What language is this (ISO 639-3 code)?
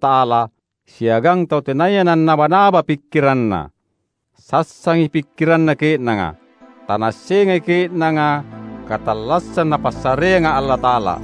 mak